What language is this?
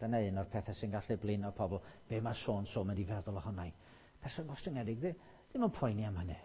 Welsh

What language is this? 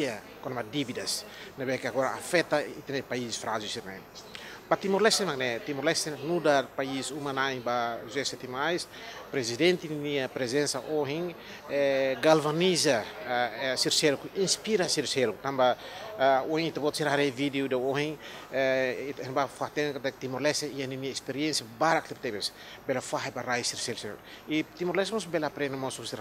Tetum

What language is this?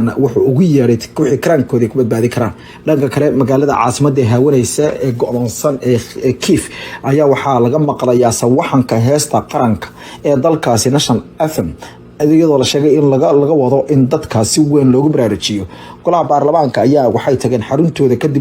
Somali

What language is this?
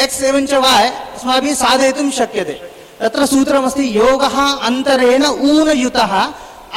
Sanskrit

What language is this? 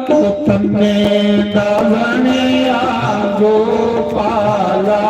Dogri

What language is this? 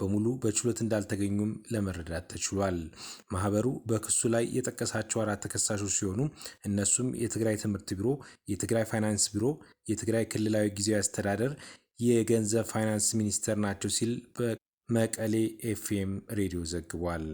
Amharic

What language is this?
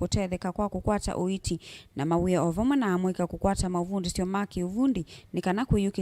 Kamba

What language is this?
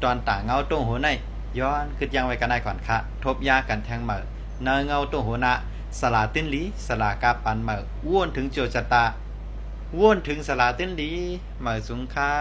Shan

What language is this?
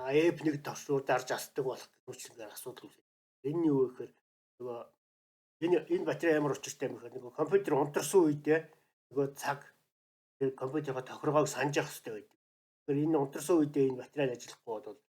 Mongolian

